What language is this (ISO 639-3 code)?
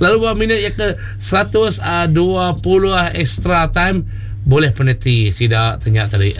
iba